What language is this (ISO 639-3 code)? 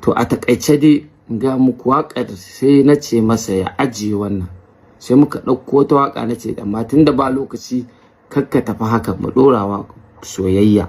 hau